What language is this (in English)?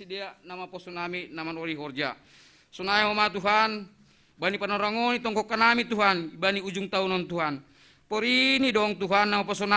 Batak Simalungun